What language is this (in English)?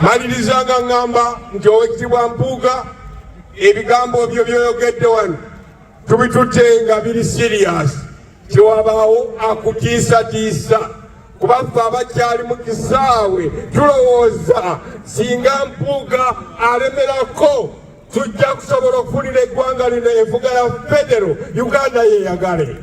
Ganda